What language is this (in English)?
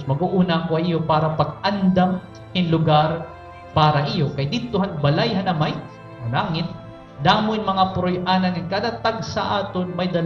Waray